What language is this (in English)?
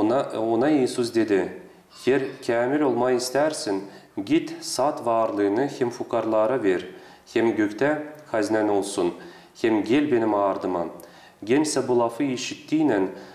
Gagauz